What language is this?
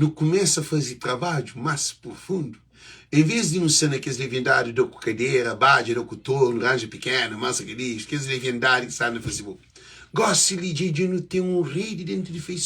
Kabuverdianu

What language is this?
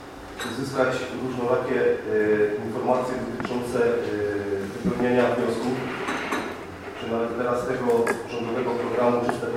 Polish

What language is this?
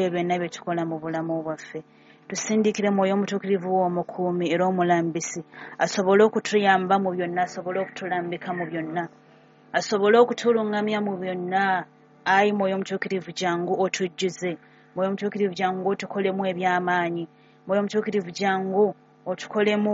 Ganda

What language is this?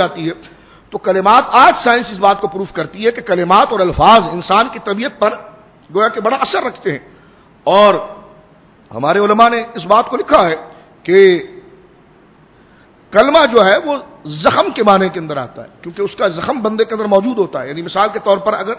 Urdu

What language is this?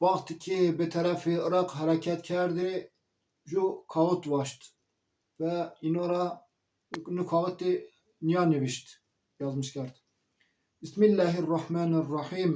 Zaza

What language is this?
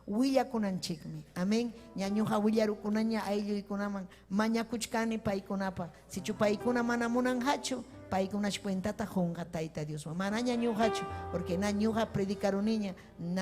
Ayacucho Quechua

